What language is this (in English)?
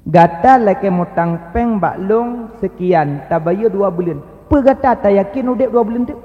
Achinese